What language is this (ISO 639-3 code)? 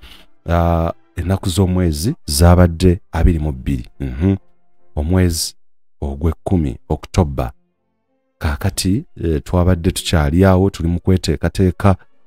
lug